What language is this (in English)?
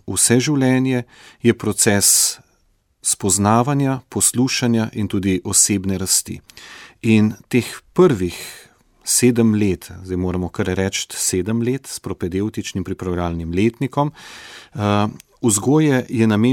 Slovenian